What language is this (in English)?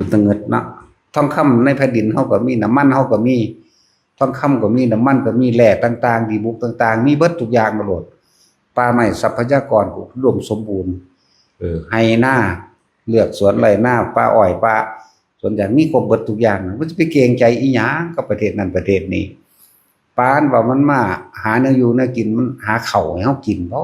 Northeastern Thai